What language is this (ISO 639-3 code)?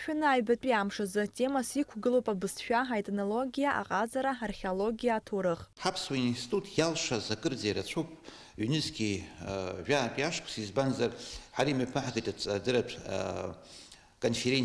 abk